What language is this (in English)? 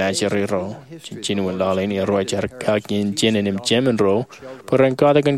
Marshallese